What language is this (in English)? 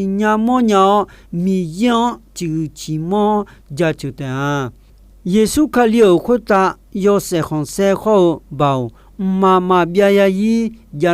Akha